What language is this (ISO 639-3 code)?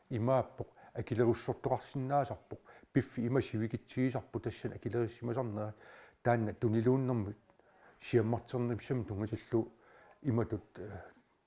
kal